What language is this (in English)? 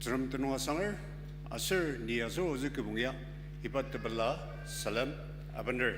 Ao Naga